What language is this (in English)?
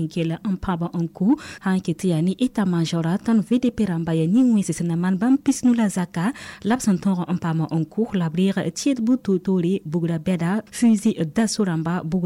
Mossi